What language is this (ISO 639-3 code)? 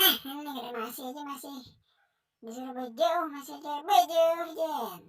bjn